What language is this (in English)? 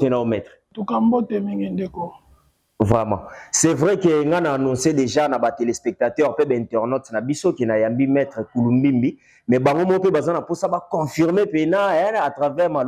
Lingala